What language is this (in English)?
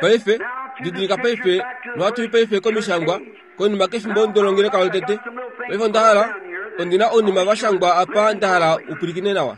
Kuanyama